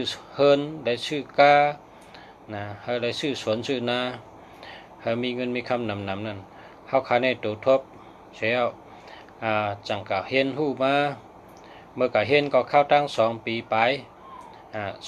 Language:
Shan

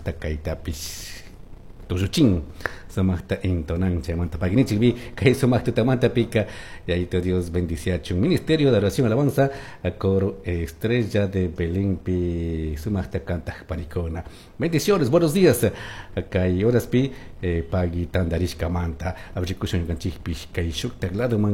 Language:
Chimborazo Highland Quichua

